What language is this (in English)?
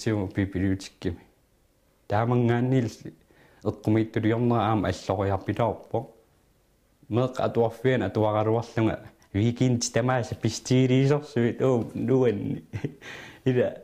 Kalaallisut